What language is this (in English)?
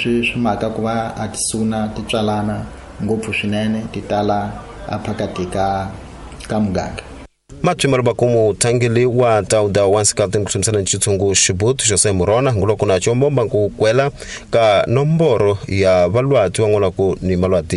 Tsonga